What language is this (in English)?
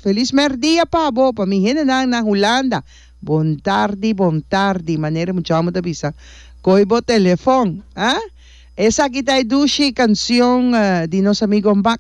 Papiamento